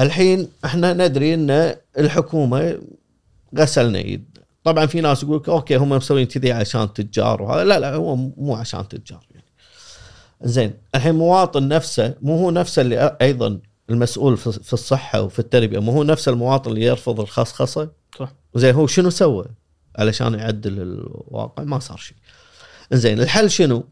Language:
Gulf Arabic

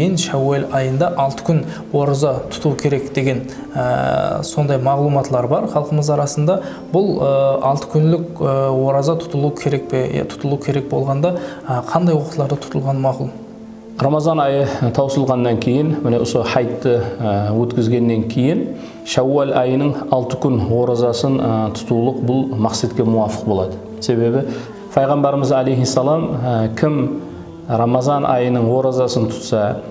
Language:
Kara-Kalpak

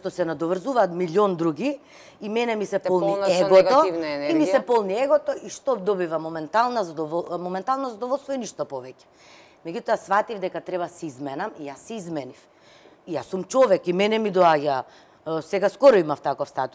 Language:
Macedonian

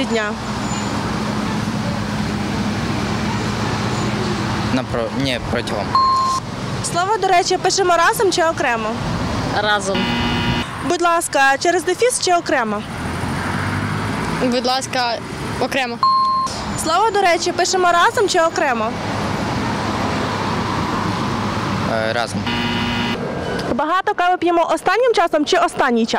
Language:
Ukrainian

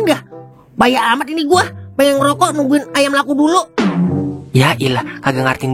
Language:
Betawi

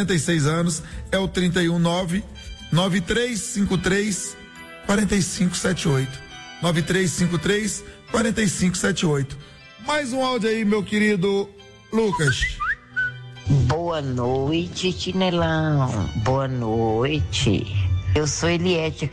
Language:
Portuguese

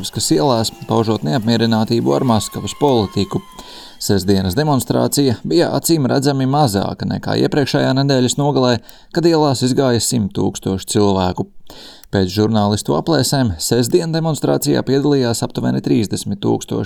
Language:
Latvian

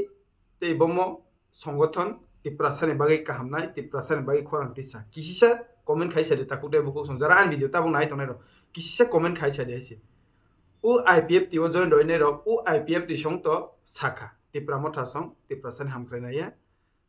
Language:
Kok Borok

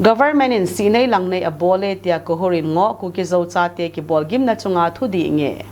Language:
Thado Chin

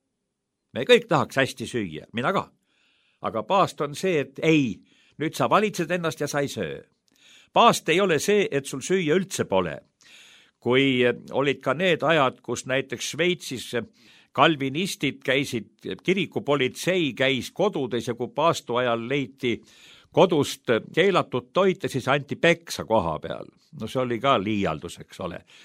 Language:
Estonian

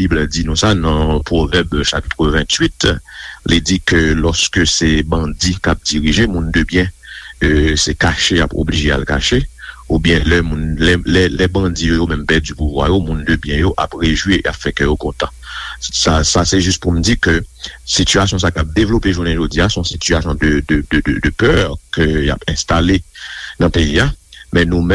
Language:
Haitian Creole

